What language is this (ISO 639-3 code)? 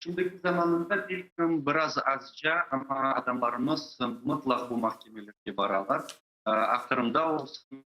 crh